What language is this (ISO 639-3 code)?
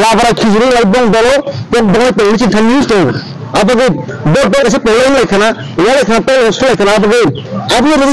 ria